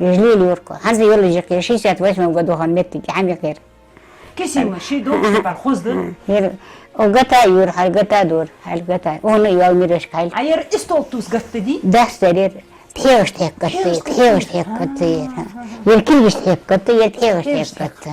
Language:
Ingush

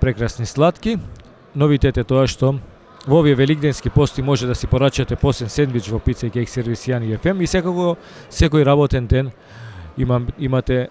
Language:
Macedonian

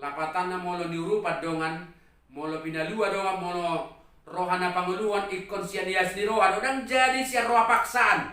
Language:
Batak Toba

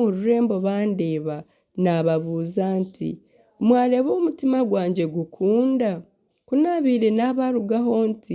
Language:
Nyankole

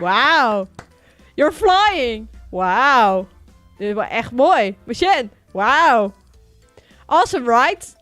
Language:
Western Frisian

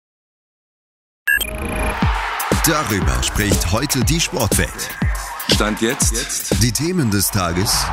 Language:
German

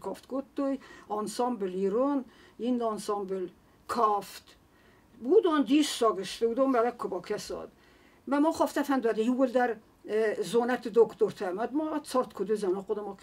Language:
Ossetic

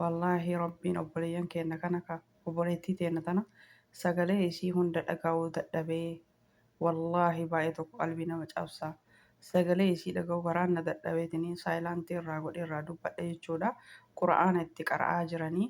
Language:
Oromo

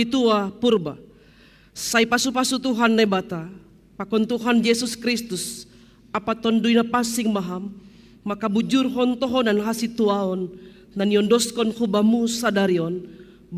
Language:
Batak Simalungun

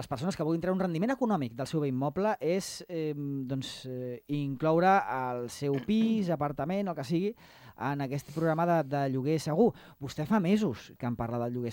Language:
Catalan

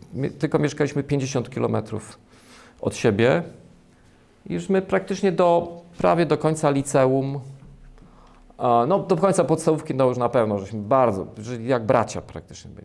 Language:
Polish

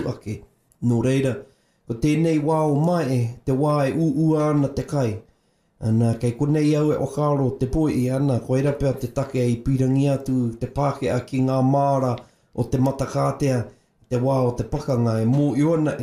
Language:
Māori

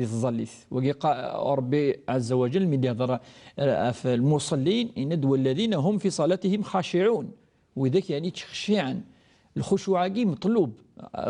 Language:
Kabyle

